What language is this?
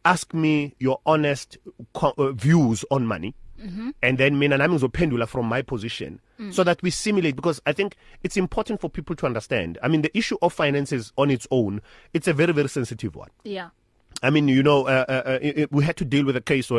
English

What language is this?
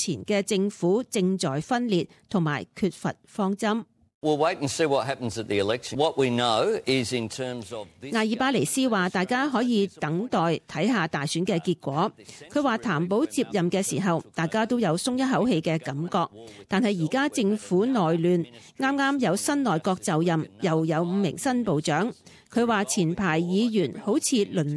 Cantonese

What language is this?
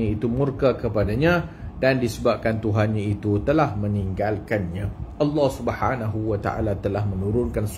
Malay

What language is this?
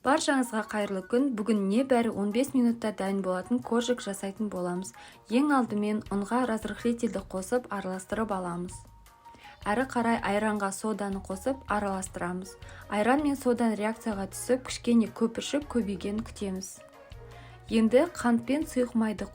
Kazakh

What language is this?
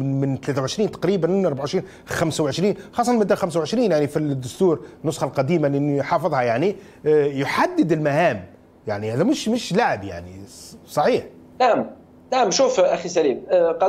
Arabic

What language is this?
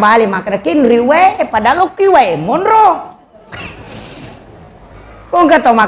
Buginese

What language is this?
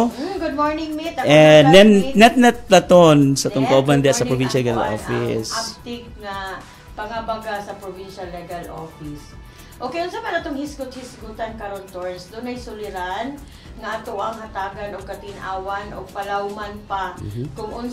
Cebuano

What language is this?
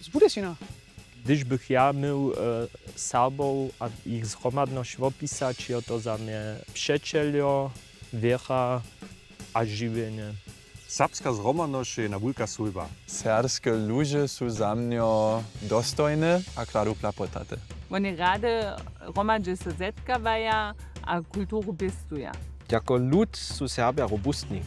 Upper Sorbian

